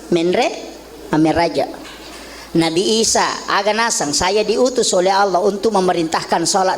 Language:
Buginese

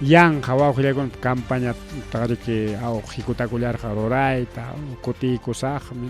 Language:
Ayacucho Quechua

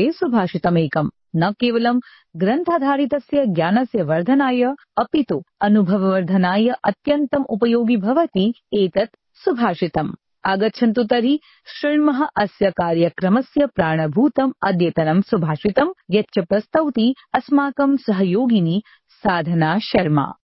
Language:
Sanskrit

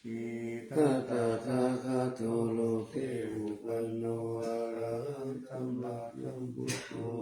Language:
Pali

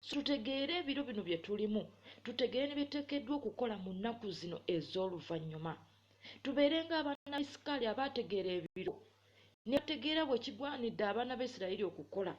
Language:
Ganda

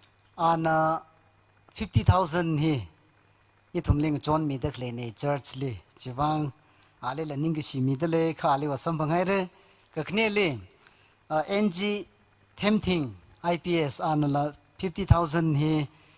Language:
Tangkhul Naga (India)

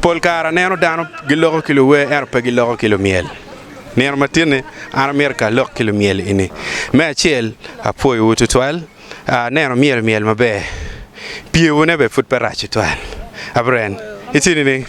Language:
Acoli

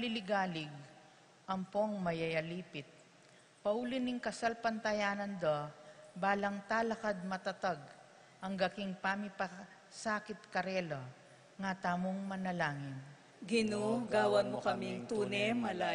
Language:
Pampanga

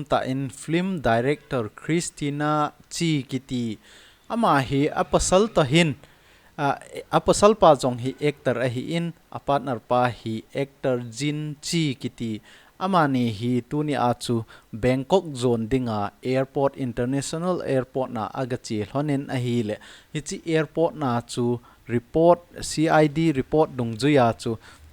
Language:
Thado Chin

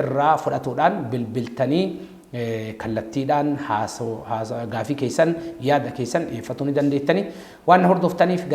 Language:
Oromo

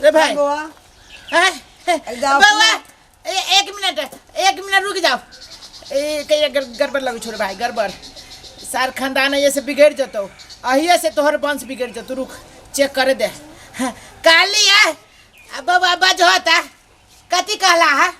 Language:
Maithili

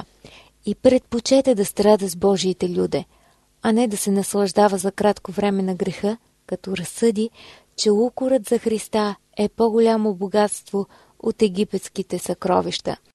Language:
Bulgarian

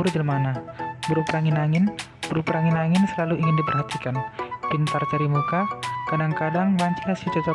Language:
Batak Karo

